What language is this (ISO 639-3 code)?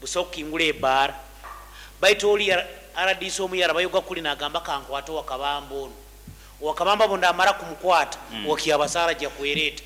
nyo